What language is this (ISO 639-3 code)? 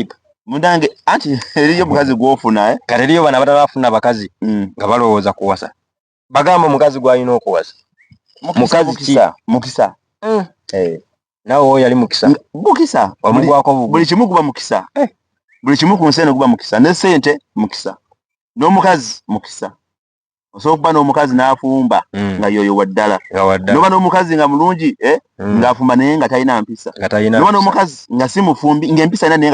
lug